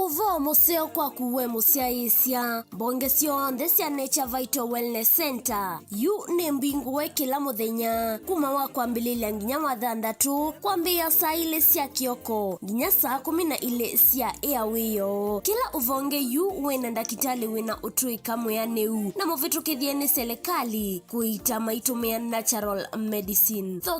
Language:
Kamba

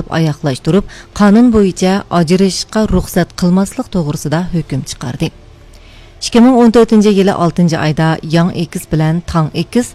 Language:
Uyghur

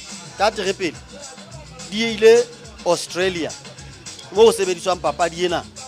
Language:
Southern Sotho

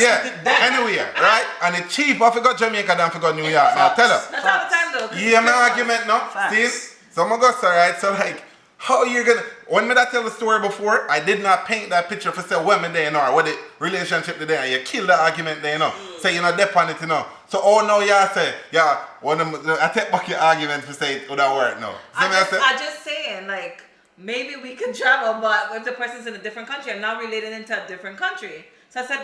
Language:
Jamaican Creole English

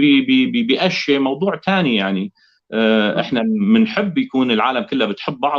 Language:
North Levantine Arabic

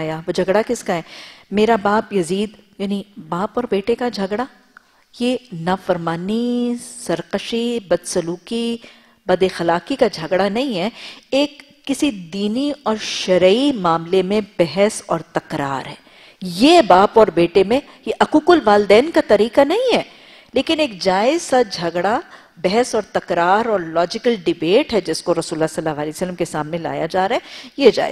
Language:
Urdu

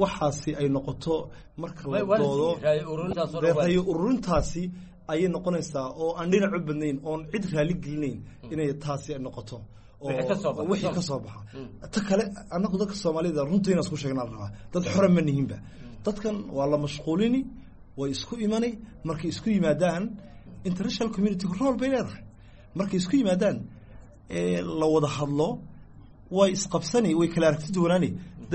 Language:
Somali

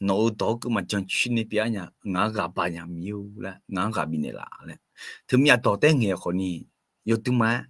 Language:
Akha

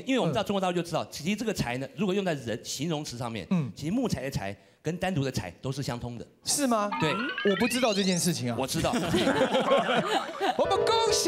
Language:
Chinese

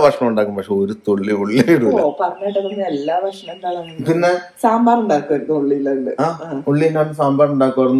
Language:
Malayalam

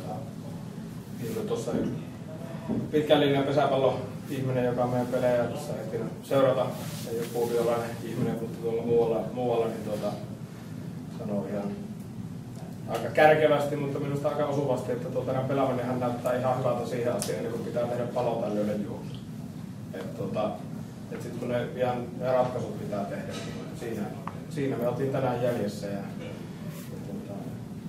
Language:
Finnish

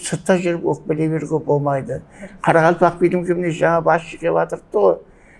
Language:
Kara-Kalpak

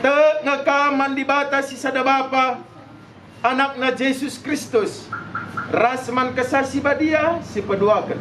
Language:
Batak Karo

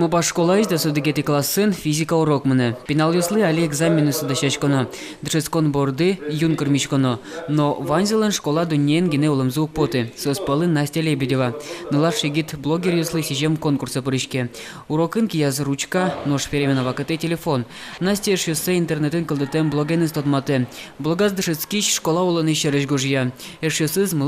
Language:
Udmurt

